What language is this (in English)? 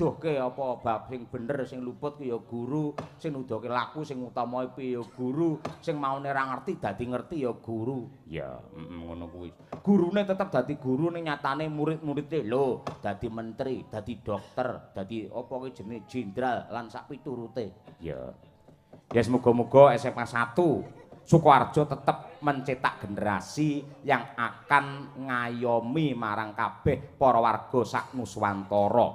Javanese